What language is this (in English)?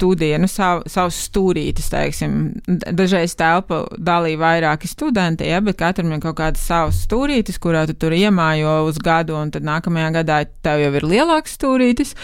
Latvian